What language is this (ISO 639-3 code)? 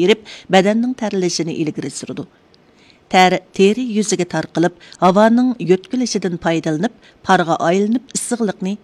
uig